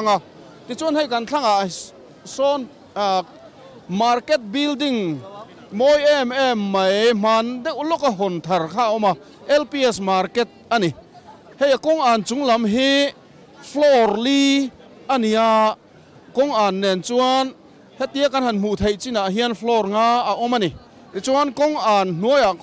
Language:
Mizo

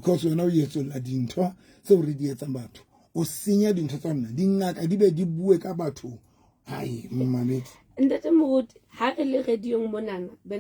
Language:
Southern Sotho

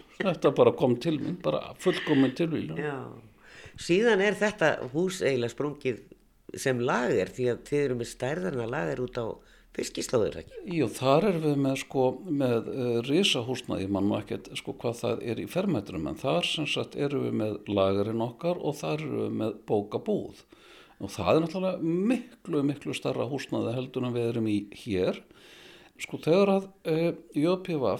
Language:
Icelandic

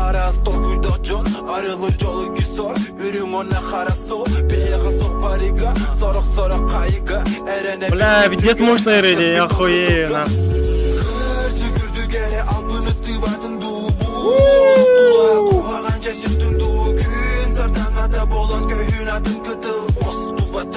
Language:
Yakut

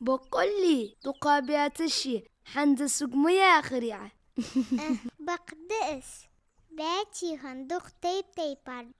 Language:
Ingush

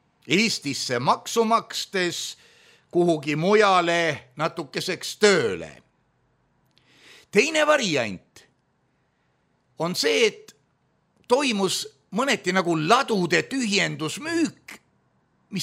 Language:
Estonian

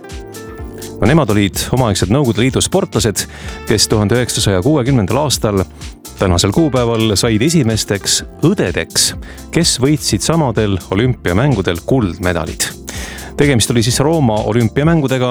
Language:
Estonian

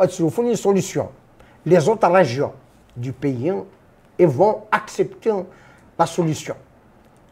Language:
Kabyle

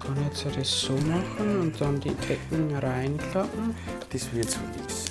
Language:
Bavarian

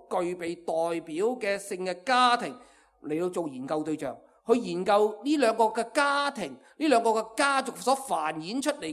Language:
Cantonese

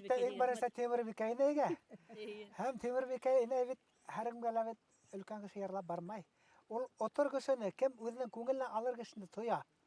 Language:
Bashkir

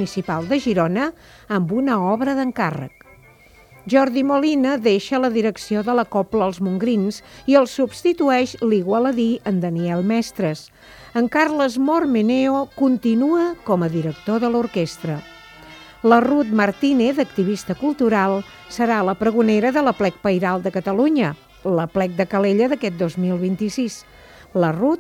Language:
Catalan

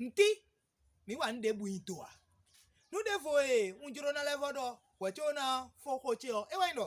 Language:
Fon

